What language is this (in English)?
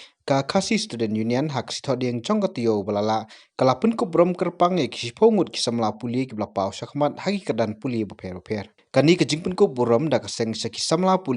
Khasi